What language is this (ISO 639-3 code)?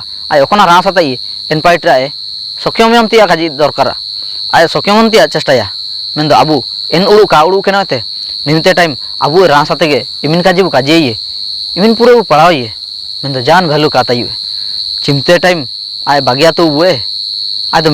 hoc